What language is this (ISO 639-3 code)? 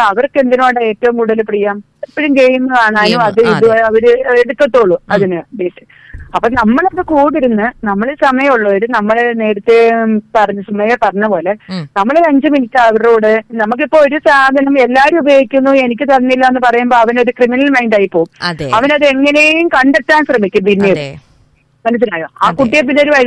mal